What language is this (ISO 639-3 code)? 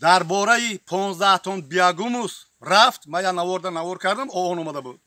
tgk